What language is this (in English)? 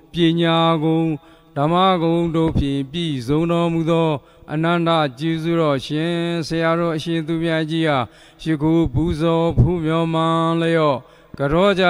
Burmese